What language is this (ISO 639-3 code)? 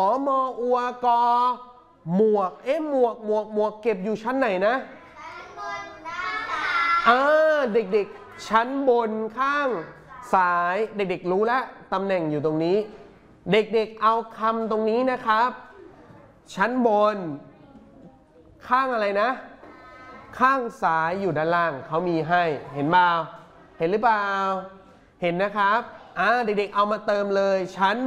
tha